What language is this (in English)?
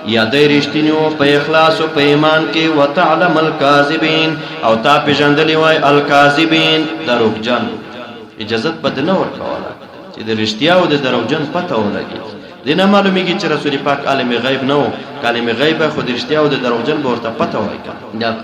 Pashto